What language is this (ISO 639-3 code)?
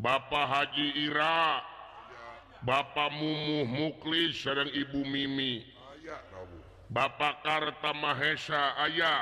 sun